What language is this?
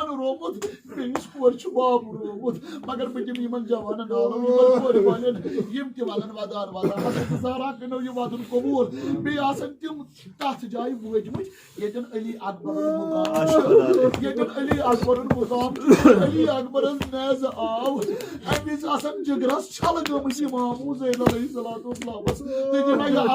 Kashmiri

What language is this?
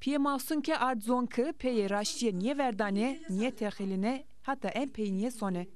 Zaza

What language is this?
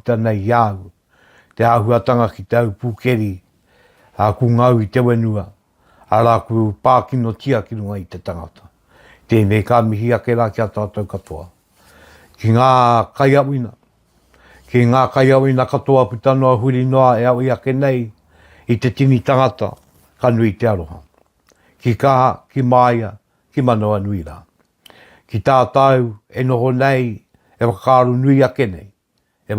Māori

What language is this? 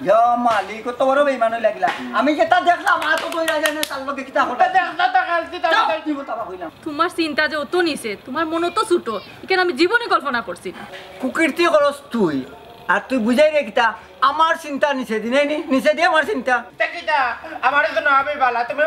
Sylheti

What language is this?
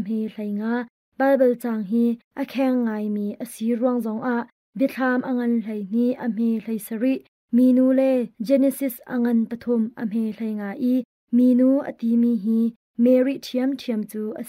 Hakha Chin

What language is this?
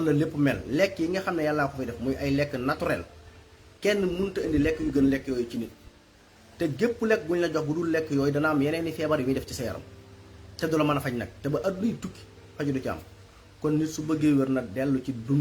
Wolof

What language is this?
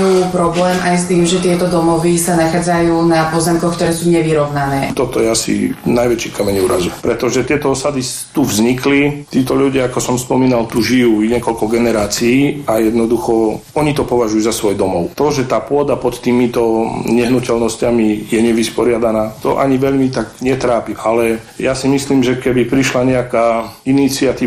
Slovak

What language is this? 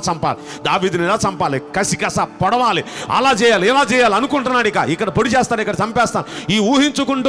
Telugu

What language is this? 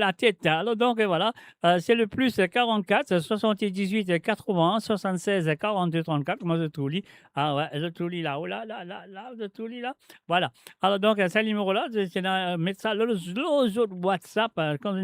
Morisyen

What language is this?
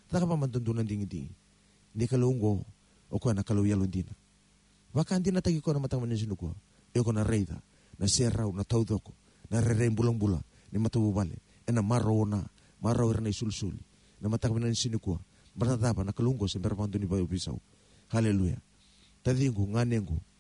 Fijian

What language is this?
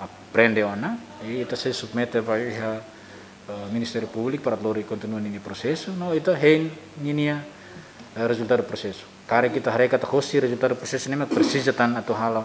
Tetum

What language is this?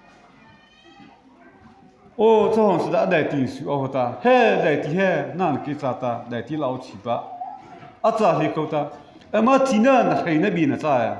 Mara Chin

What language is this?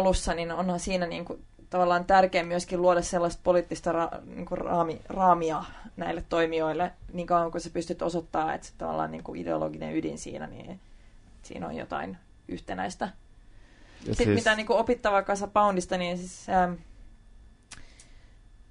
Finnish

